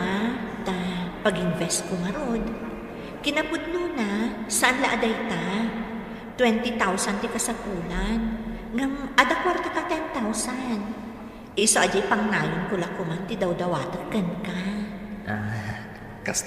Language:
Iloko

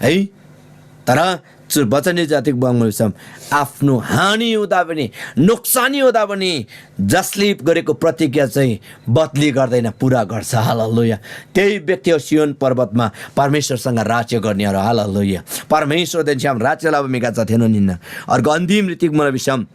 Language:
Eastern Tamang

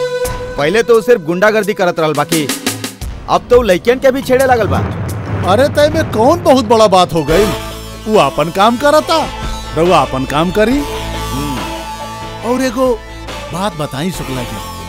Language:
Bhojpuri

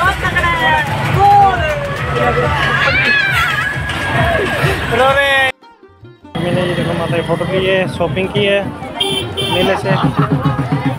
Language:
Hindi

